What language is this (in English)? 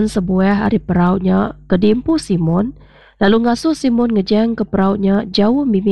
Iban